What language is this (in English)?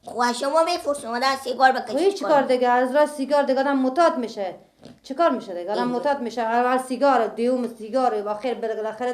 Persian